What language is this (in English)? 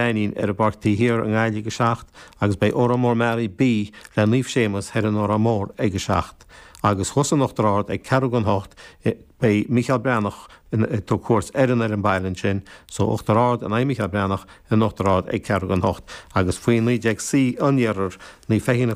Irish